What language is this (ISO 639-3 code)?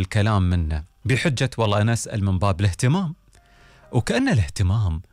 afb